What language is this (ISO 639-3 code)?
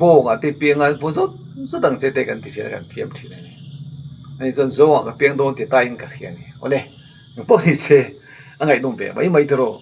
lus